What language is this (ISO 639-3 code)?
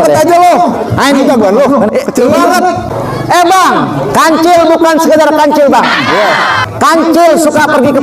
bew